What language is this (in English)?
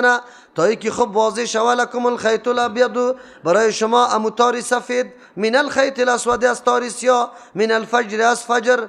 Persian